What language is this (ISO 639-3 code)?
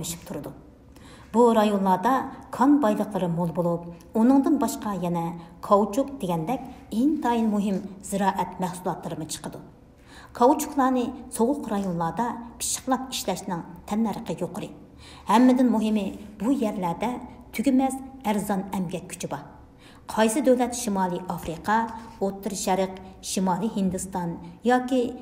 uig